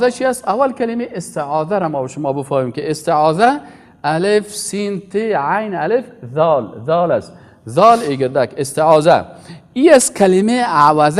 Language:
Persian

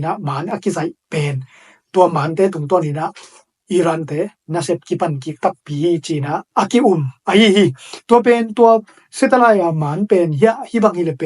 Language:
Tedim Chin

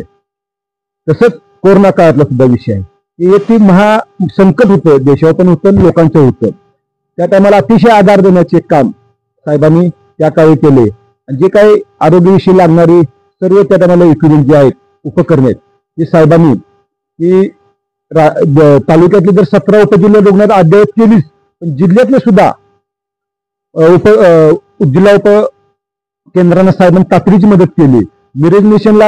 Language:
Marathi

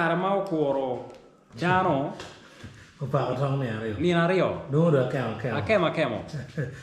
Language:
Acoli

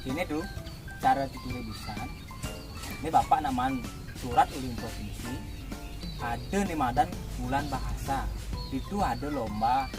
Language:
Balinese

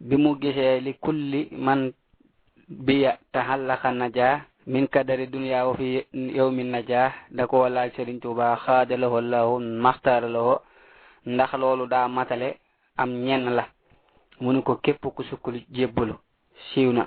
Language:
Wolof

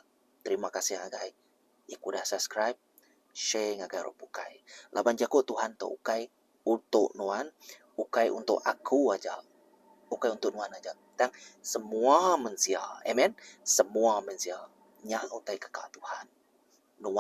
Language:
Iban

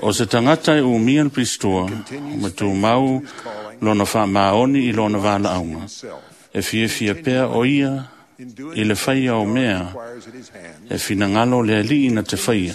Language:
Samoan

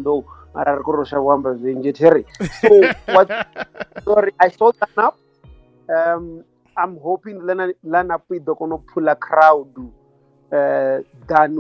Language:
Venda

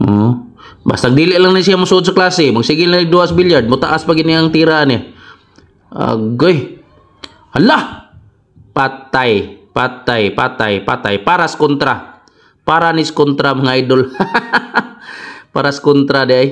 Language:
Cebuano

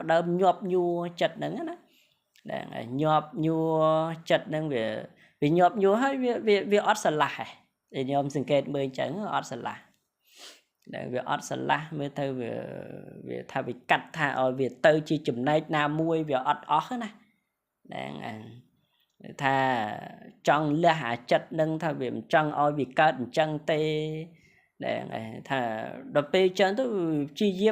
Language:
Khmer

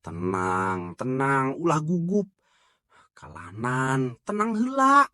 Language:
Sundanese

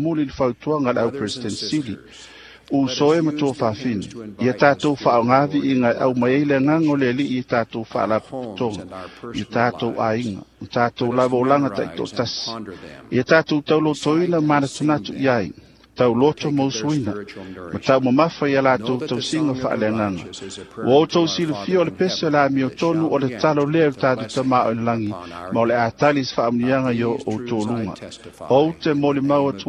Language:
Samoan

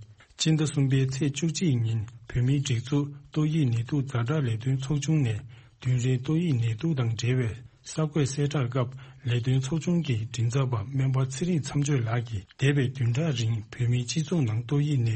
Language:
Tibetan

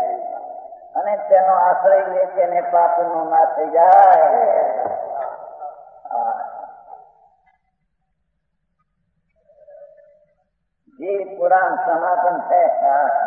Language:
Gujarati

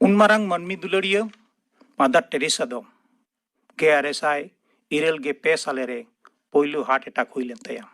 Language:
Santali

